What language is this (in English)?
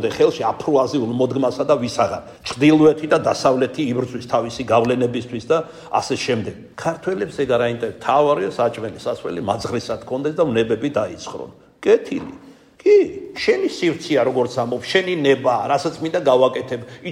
Georgian